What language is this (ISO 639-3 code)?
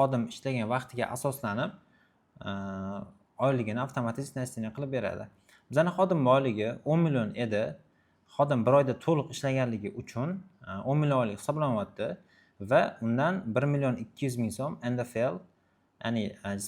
uzb